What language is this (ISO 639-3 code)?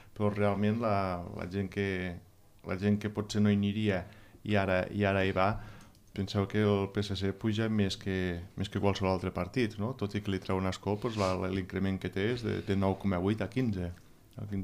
cat